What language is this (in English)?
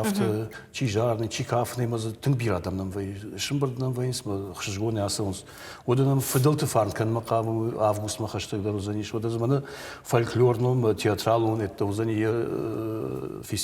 Ossetic